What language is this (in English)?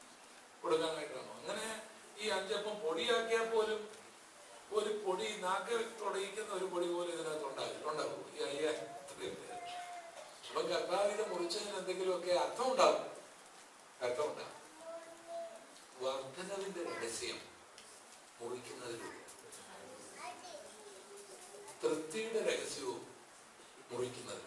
Malayalam